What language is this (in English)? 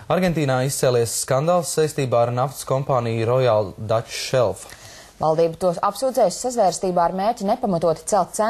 Latvian